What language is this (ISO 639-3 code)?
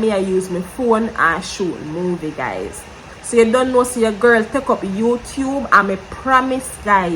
jam